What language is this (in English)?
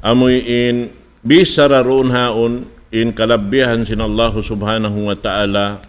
Tausug